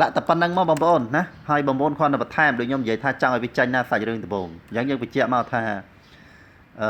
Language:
Khmer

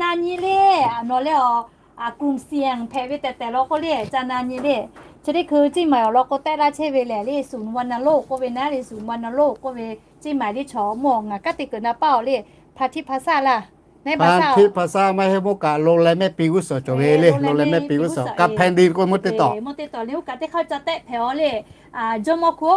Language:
Lahu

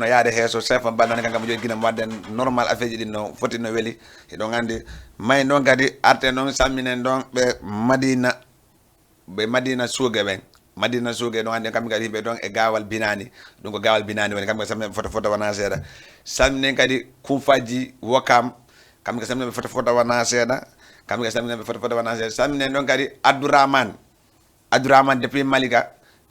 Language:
Fula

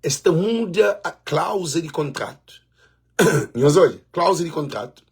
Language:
Kabuverdianu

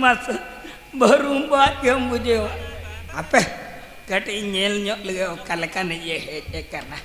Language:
Santali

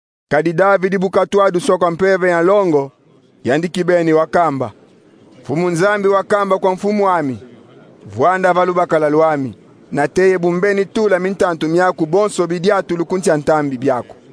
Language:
Kongo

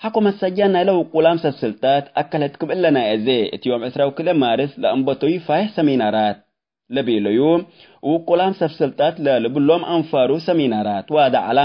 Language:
Tigre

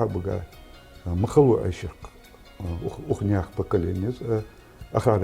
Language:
Ingush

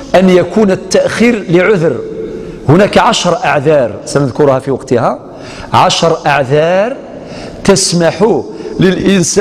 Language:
Algerian Arabic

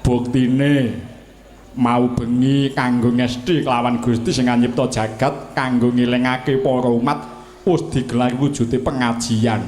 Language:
Javanese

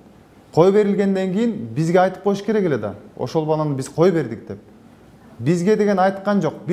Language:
Kyrgyz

